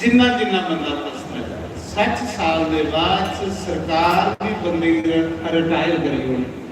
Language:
Dogri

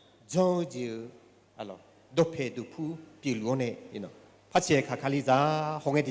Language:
Akha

